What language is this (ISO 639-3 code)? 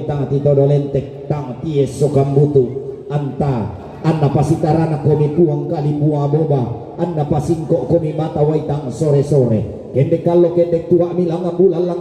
sda